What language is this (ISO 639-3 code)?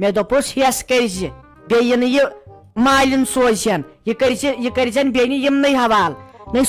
kas